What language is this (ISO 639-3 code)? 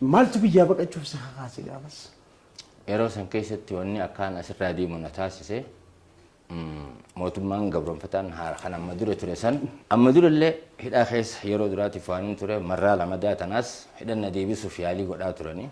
orm